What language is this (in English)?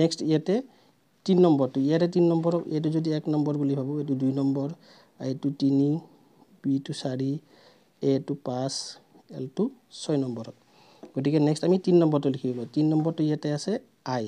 Assamese